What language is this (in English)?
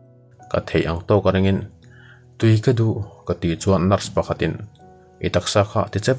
Mizo